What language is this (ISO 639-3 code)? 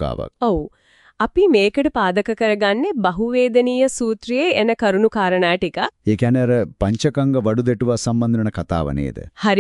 sin